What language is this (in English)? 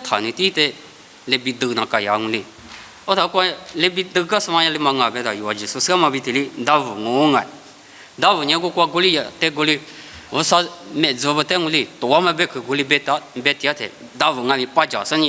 Lisu